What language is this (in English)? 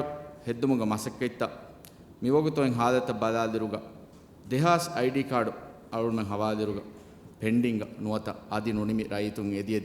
Divehi